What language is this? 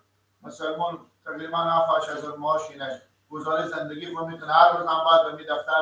Persian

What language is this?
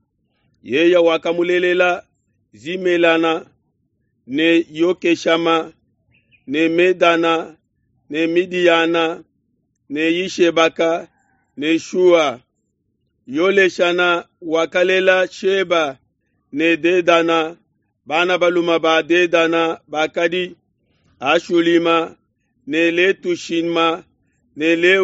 Luba-Lulua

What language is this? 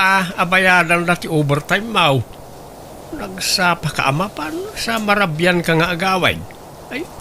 Iloko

